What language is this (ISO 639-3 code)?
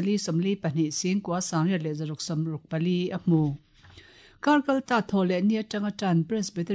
lus